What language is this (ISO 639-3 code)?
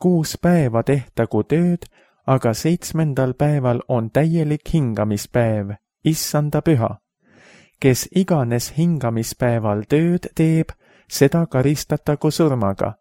est